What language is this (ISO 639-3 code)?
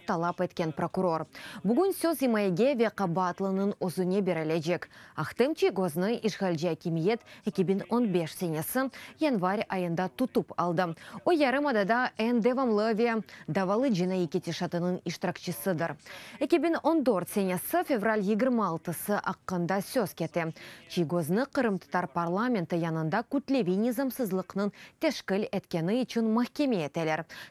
crh